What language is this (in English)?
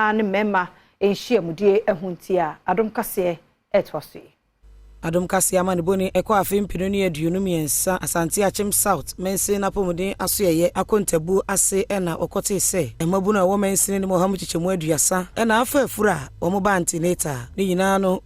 Akan